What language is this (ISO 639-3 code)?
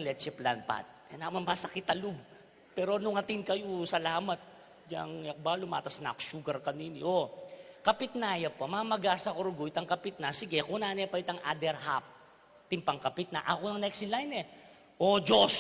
pam